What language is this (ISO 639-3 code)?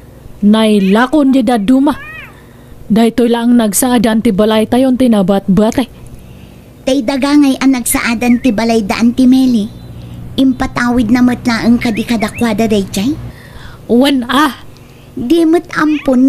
ilo